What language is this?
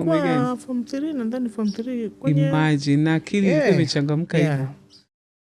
Swahili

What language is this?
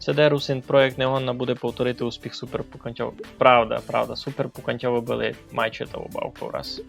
Rusyn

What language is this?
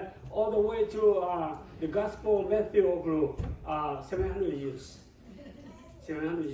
Lahu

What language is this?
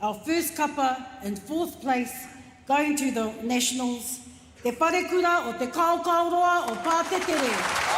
Māori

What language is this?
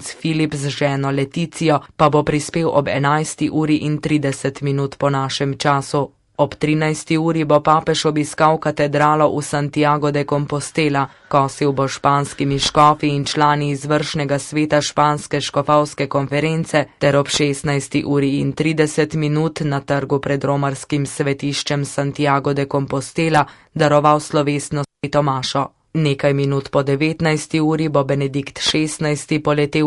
Slovenian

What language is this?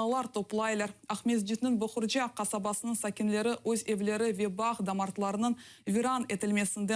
Crimean Tatar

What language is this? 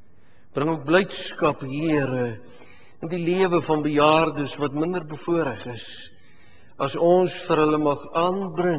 Afrikaans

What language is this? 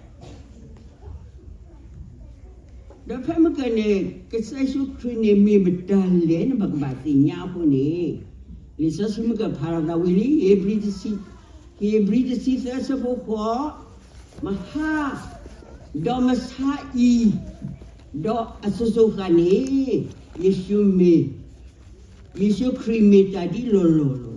S'gaw Karen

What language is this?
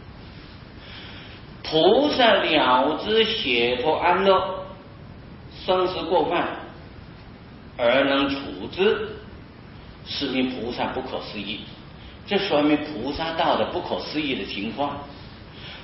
Chinese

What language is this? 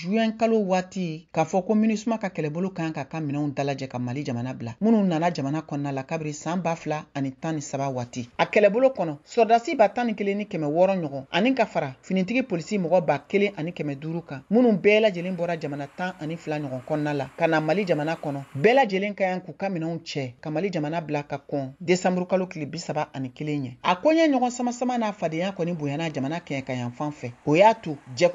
Bambara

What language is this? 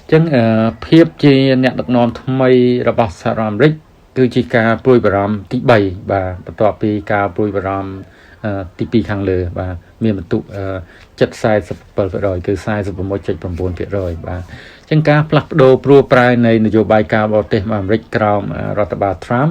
Khmer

